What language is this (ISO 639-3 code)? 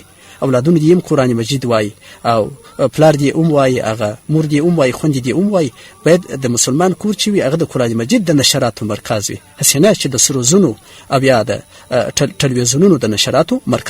pus